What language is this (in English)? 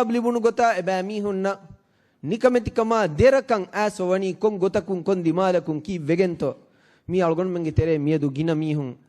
Divehi